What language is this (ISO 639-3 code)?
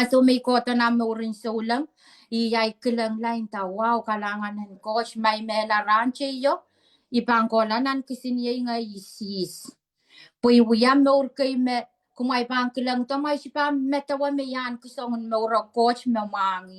pon